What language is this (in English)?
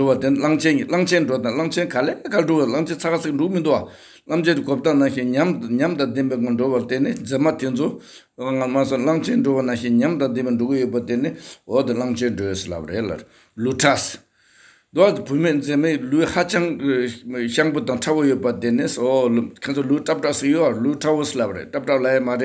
Tibetan